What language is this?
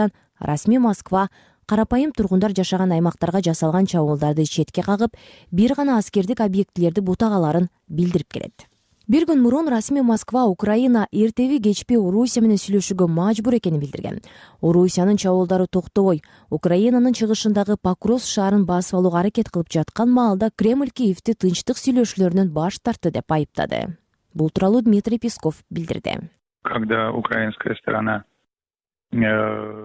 Kyrgyz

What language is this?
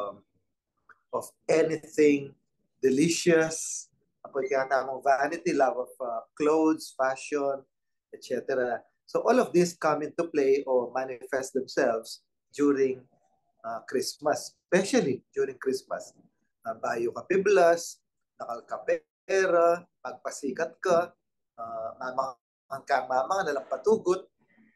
Pampanga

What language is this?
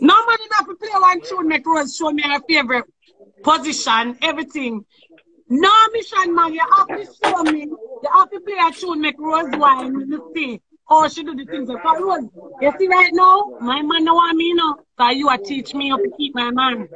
Jamaican Creole English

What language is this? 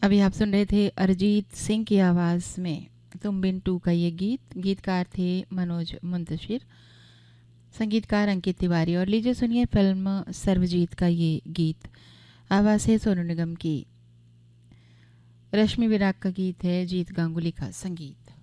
Hindi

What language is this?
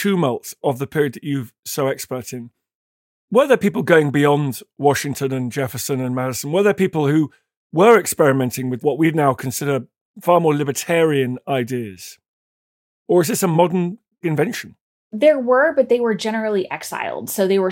English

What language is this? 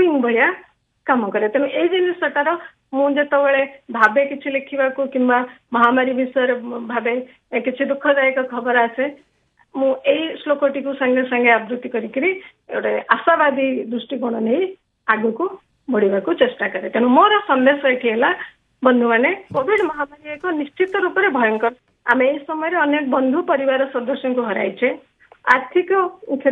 Odia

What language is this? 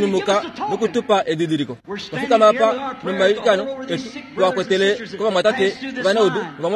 Kuanyama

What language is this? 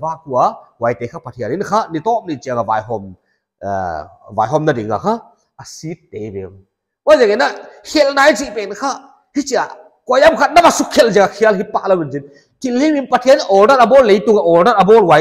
Paite Chin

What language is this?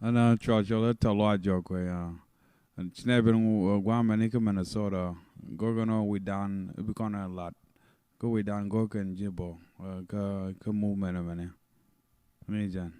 Nuer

